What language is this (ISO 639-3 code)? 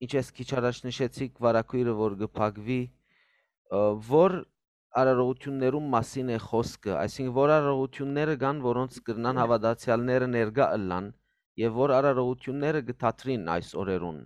hyw